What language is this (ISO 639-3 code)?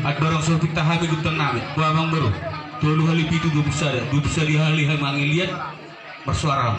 bbc